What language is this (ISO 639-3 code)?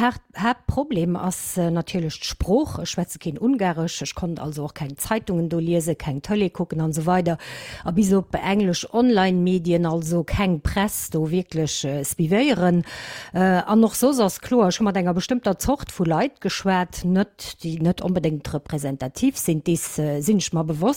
ltz